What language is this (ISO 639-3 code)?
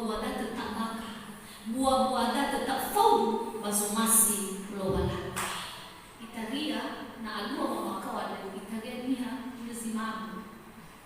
nia